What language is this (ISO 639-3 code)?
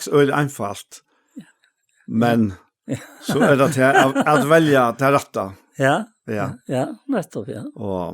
fao